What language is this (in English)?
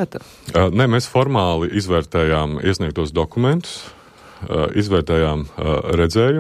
Latvian